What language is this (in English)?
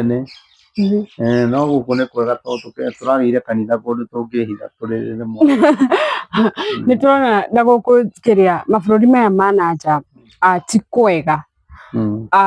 Kikuyu